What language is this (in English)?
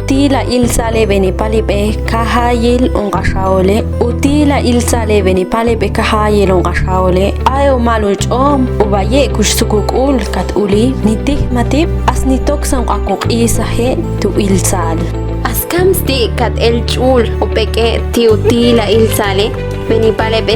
Ixil